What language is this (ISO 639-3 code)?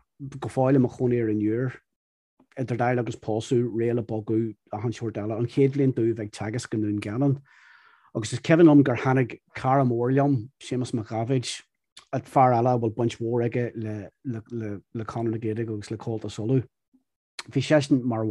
gle